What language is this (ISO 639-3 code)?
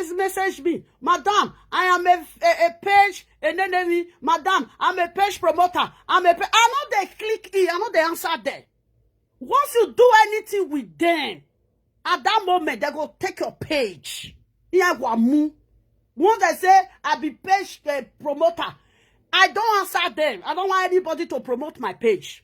pcm